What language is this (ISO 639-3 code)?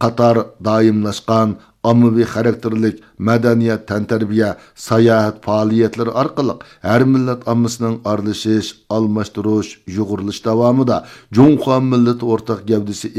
uig